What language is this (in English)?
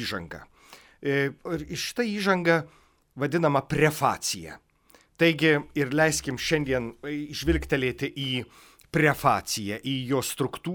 Lithuanian